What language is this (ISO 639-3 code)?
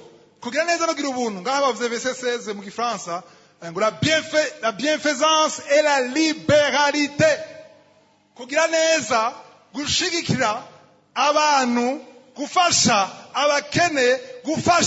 run